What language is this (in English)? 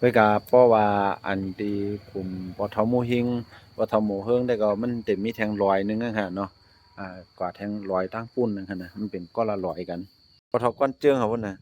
Shan